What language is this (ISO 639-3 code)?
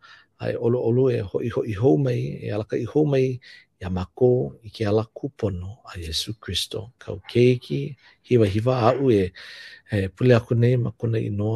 haw